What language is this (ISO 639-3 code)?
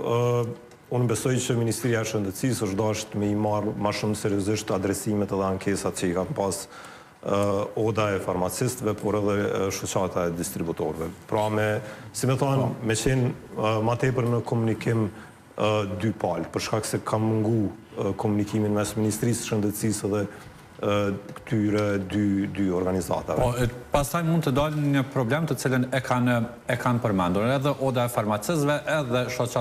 sqi